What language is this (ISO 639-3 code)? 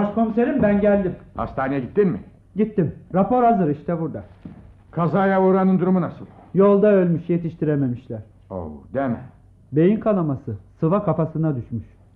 tur